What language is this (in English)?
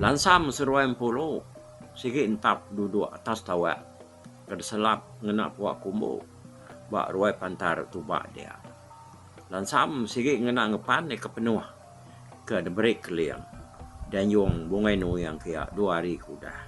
Iban